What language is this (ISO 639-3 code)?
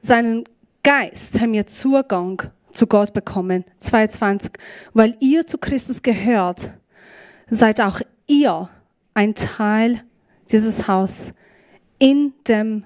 gsw